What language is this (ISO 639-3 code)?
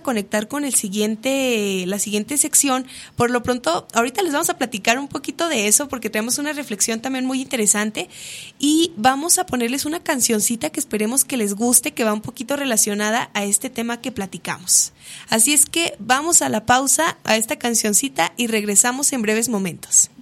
spa